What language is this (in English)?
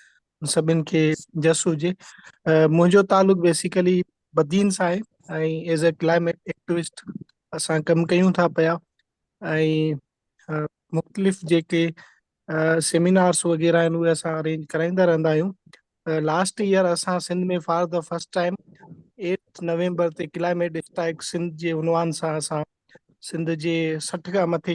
Sindhi